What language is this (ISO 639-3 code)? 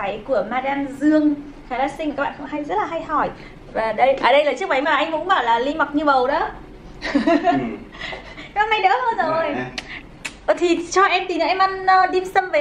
vie